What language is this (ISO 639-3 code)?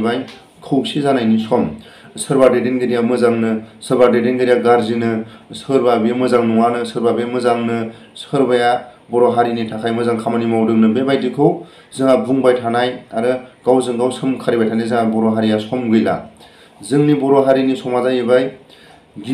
brx